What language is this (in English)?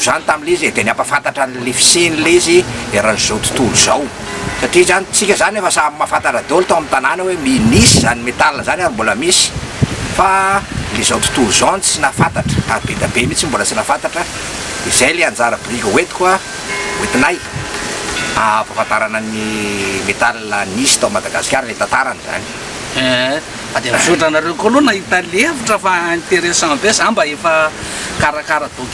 Malagasy